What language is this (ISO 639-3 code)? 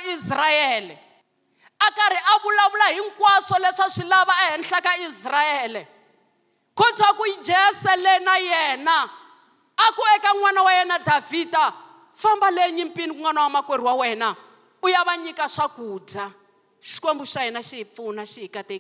tso